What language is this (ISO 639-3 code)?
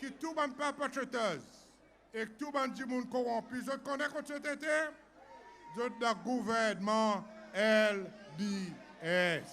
crs